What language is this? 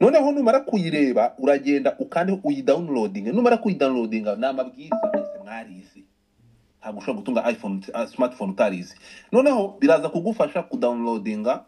Kinyarwanda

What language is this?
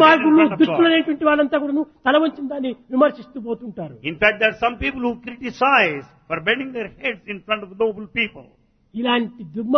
Telugu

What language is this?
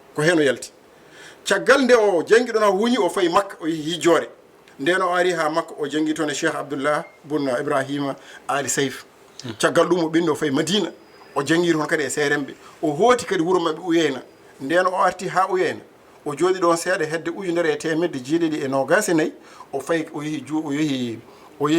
Fula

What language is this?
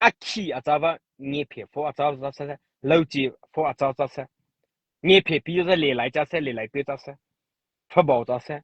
Mara Chin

